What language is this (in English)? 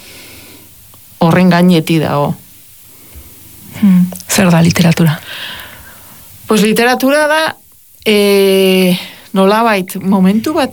Basque